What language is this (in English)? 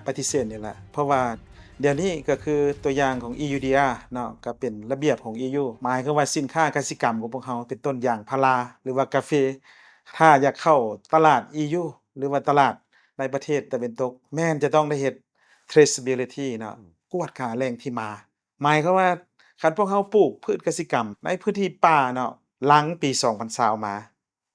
Lao